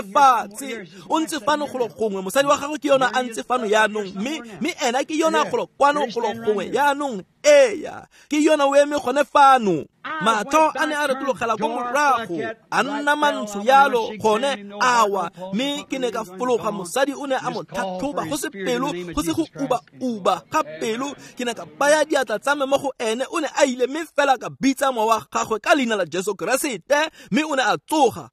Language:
Tswana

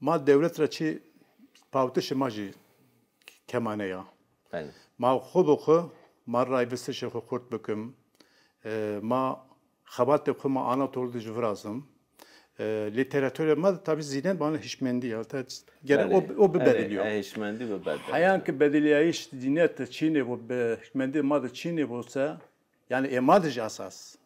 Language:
Zaza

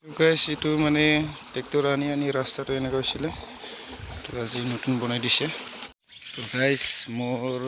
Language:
Assamese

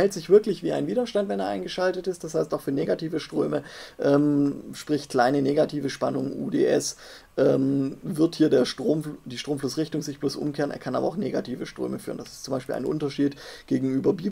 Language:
German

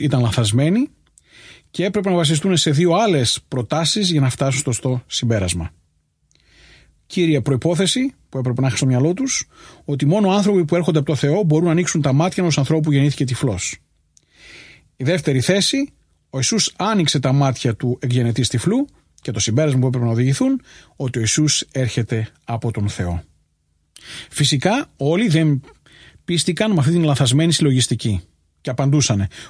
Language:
Greek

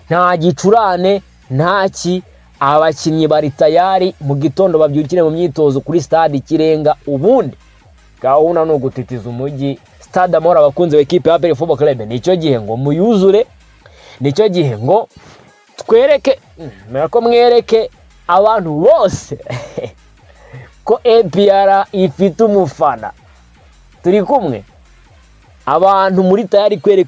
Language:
Kinyarwanda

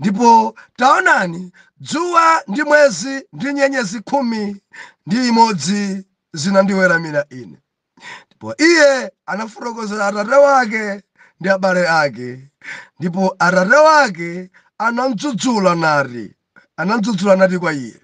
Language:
Nyanja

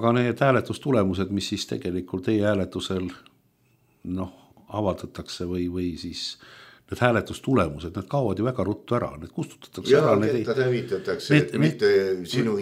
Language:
Estonian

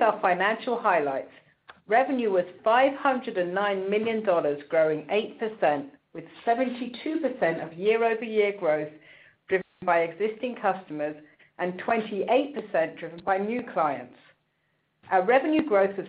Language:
English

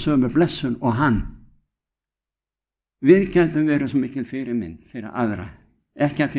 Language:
Icelandic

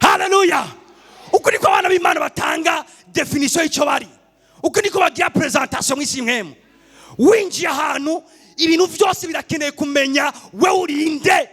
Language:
Rundi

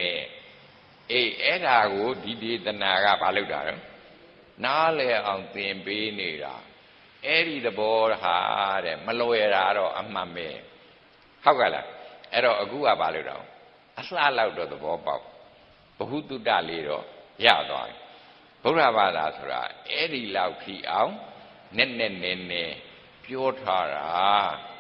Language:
Burmese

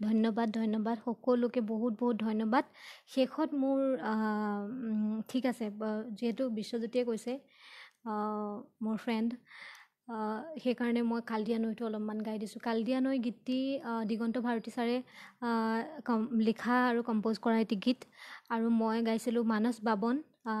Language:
Assamese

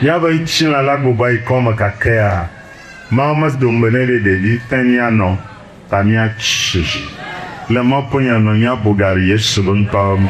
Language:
Ewe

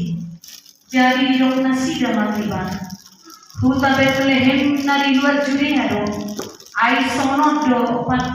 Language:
Batak Toba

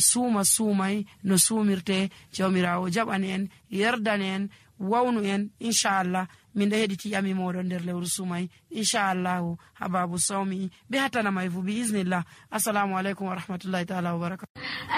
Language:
Nigerian Fulfulde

